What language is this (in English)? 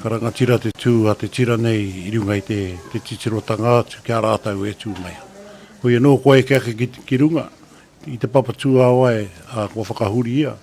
Māori